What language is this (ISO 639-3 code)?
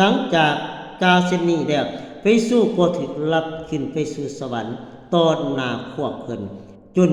lao